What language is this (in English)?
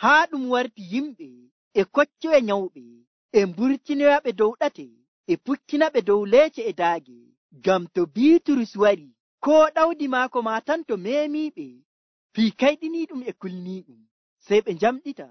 Nigerian Fulfulde